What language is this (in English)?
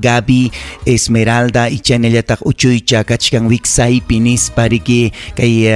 Ayacucho Quechua